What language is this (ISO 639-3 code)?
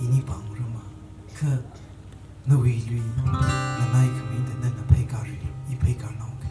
nmf